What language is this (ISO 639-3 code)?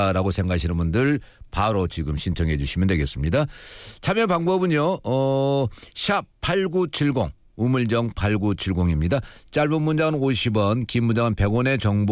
kor